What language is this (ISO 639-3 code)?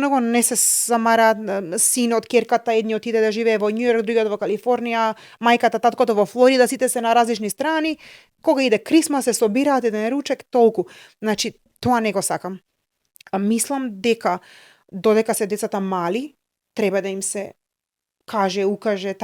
mkd